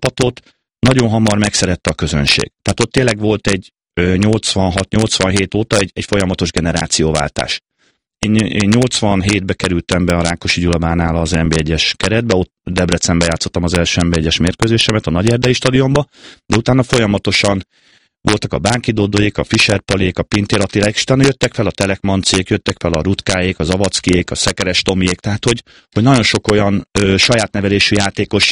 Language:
Hungarian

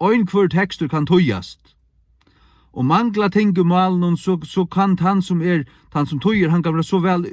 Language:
Faroese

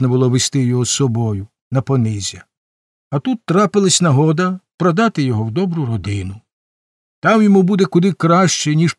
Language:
Ukrainian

